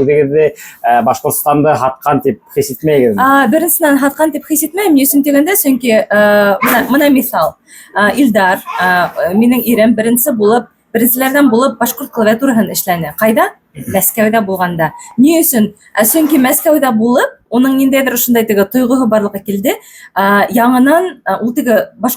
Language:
Bashkir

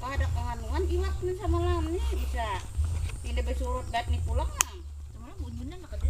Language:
Banjar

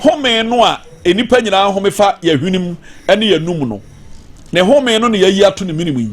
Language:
Akan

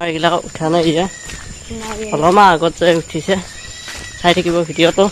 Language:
Assamese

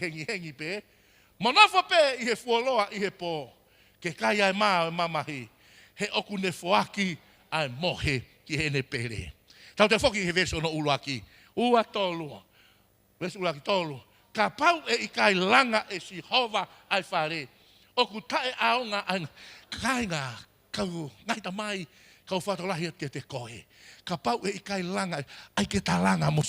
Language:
Tongan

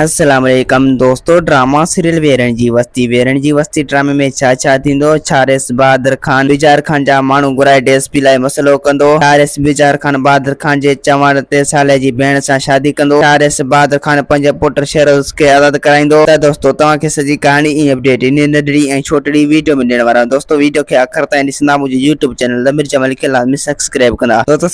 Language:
Sindhi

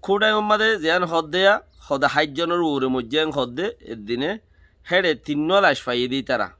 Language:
Rohingya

